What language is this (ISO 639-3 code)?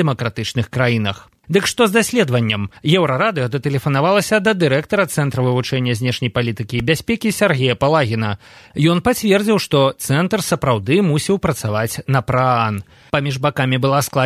bel